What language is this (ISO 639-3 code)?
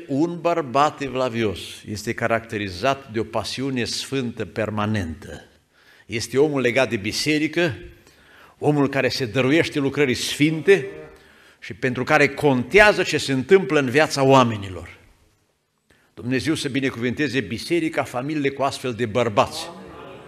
ron